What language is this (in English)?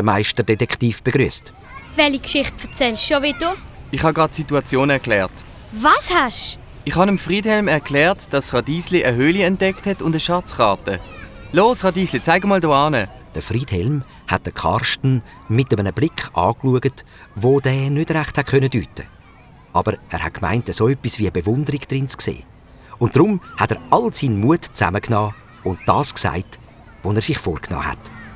Swiss German